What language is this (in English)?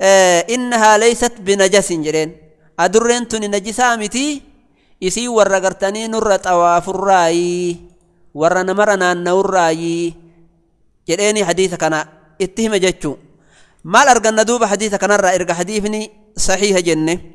Oromo